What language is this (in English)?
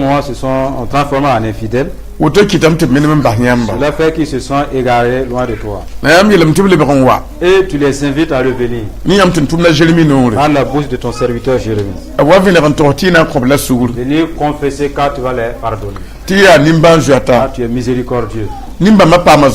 Mossi